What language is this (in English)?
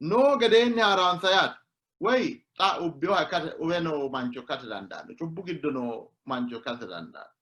Sidamo